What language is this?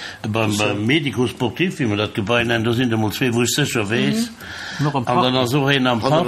Luxembourgish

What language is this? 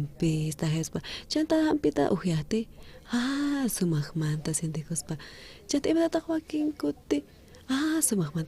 South Bolivian Quechua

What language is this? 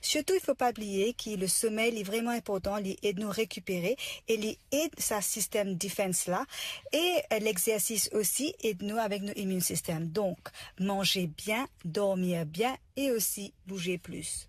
Morisyen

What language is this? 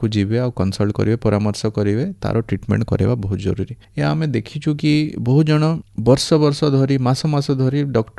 Odia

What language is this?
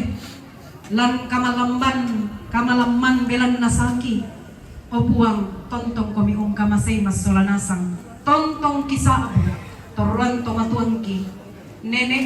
Toraja-Sa'dan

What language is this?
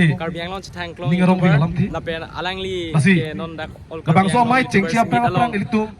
Karbi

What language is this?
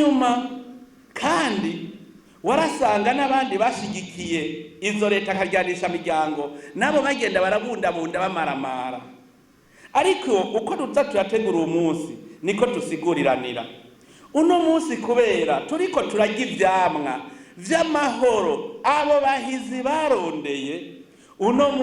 Rundi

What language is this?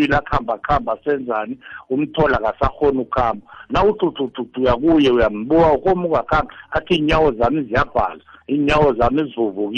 South Ndebele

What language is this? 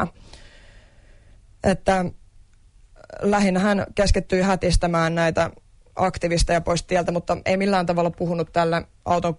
Finnish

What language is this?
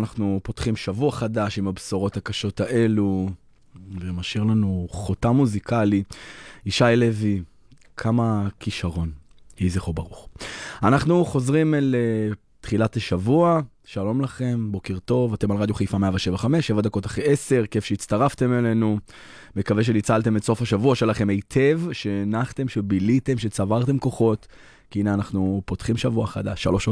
Hebrew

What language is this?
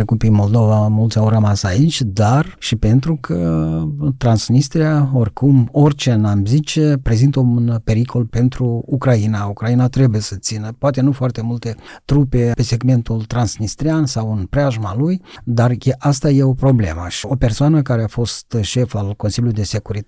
Romanian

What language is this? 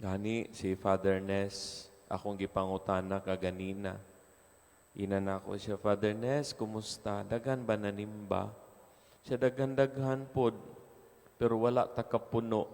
Cebuano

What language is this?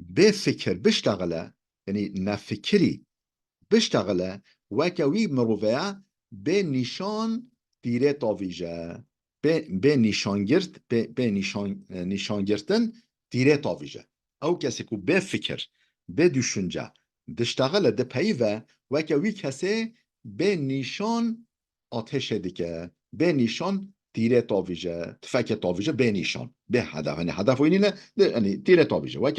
Kurdish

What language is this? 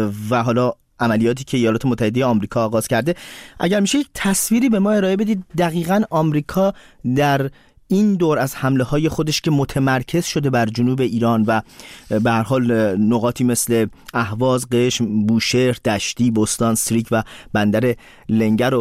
Persian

